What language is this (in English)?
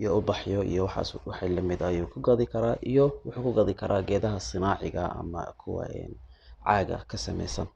Somali